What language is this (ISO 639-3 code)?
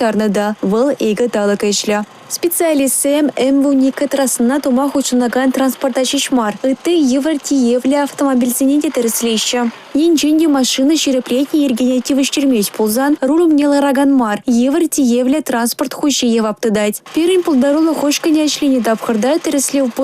chv